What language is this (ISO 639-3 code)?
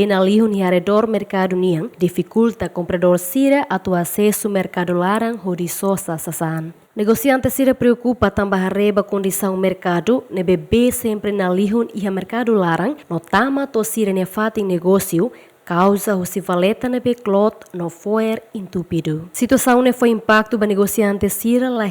tet